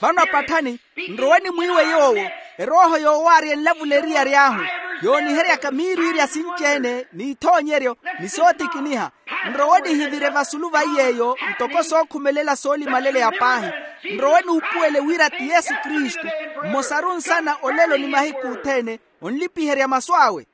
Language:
Makhuwa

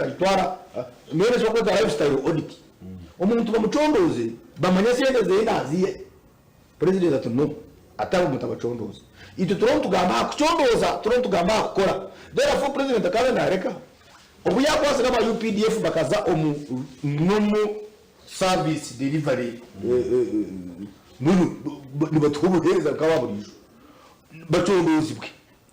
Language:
Nyankole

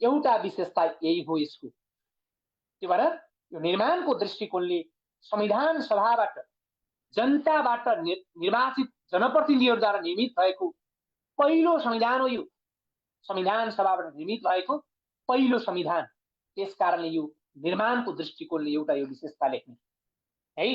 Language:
Nepali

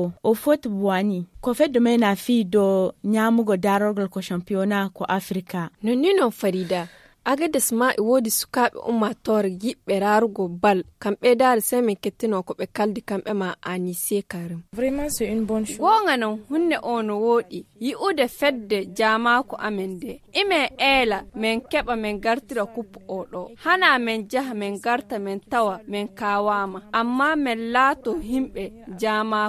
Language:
Fula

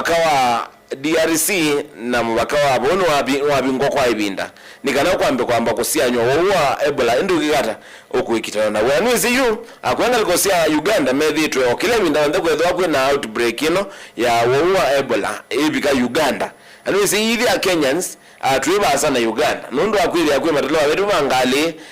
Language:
Kamba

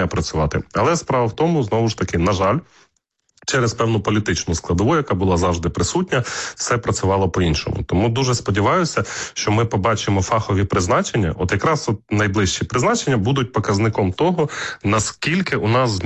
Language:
Ukrainian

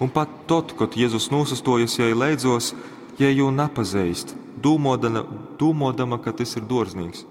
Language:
Latgalian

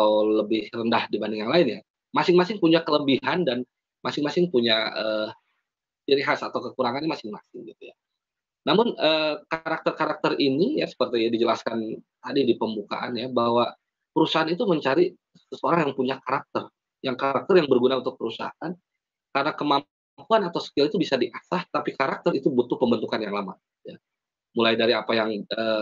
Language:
Indonesian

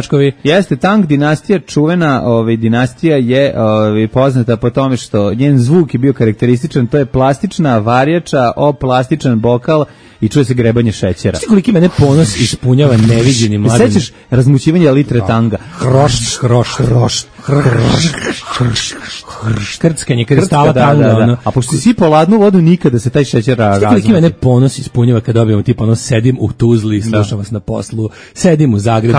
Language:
Serbian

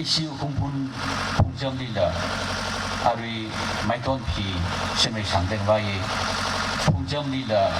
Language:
Tangkhul Naga (India)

